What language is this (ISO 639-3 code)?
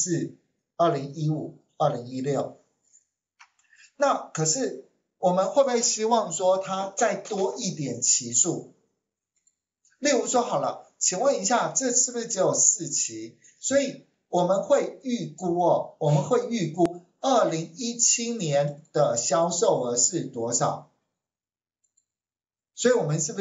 zho